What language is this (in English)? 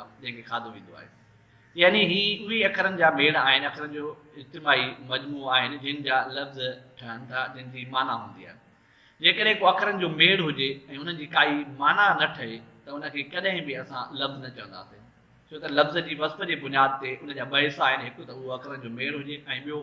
Sindhi